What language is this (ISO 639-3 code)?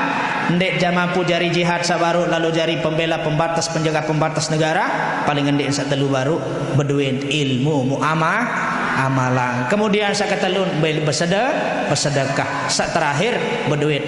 sas